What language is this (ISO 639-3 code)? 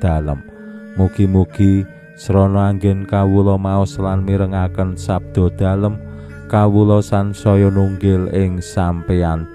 jav